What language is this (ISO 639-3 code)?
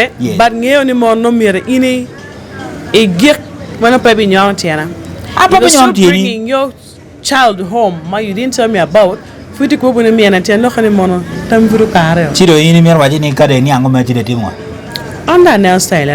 ach